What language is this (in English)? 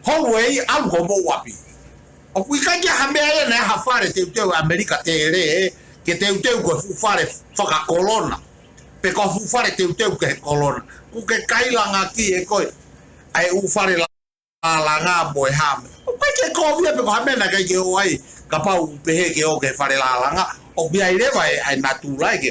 Tongan